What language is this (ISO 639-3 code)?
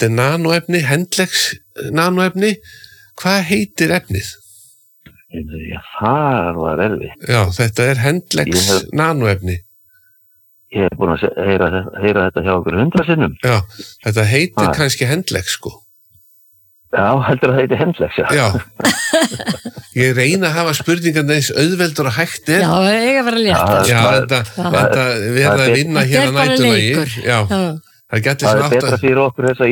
isl